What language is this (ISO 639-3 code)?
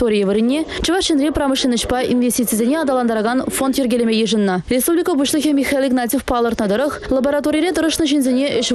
chv